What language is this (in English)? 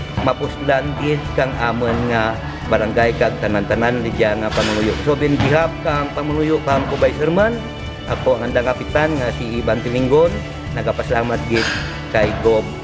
Kinaray-a